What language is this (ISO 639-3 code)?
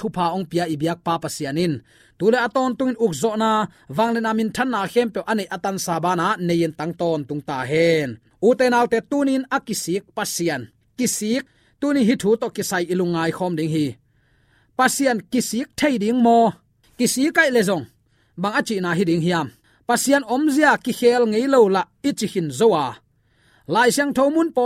ctd